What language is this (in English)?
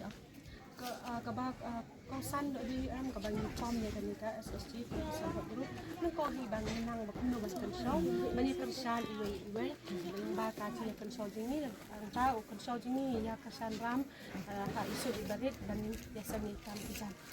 Khasi